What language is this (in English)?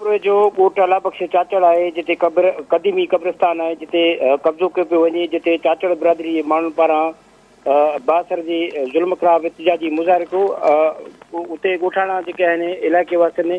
Sindhi